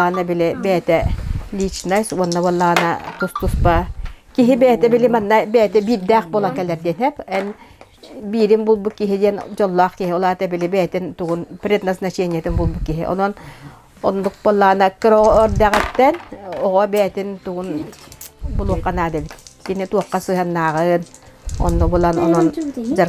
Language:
Yakut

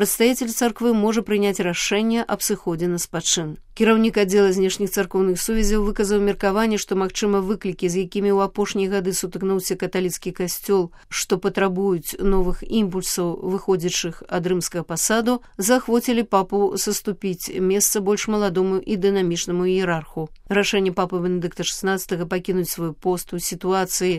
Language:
Belarusian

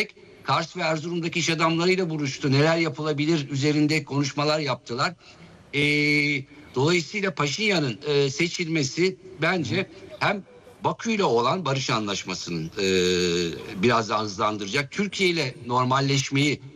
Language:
Turkish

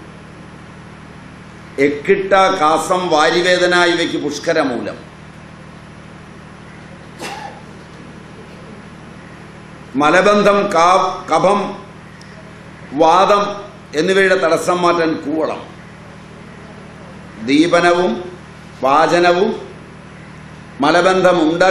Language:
Malayalam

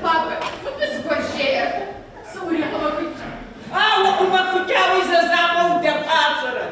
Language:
Kabardian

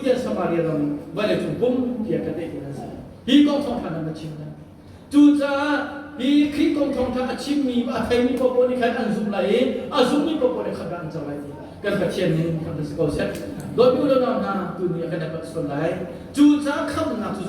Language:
Hakha Chin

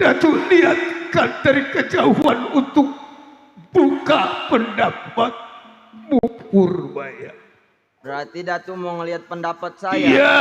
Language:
Betawi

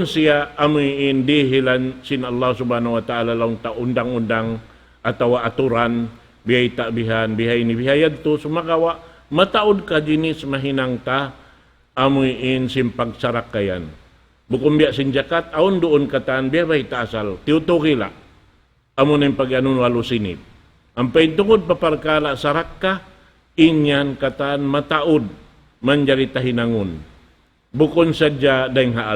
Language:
Tausug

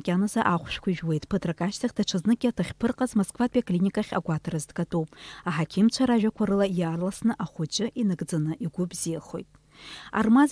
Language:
Abkhazian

